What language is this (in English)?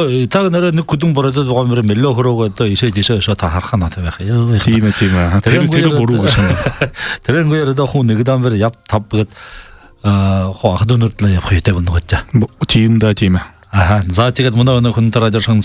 Buriat